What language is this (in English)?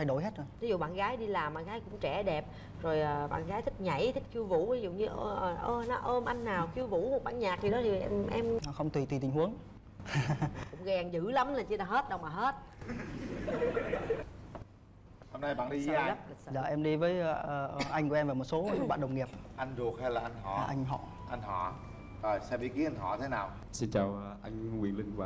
Vietnamese